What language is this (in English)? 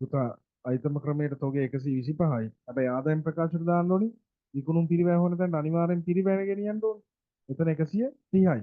Sinhala